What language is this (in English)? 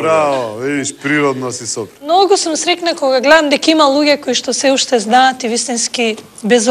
Macedonian